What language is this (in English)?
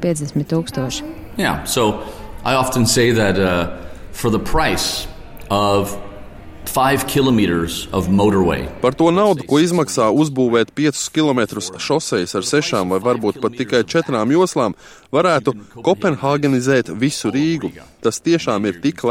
Latvian